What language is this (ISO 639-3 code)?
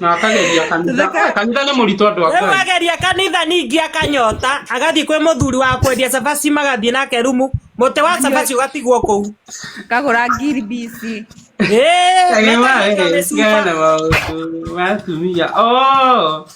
kik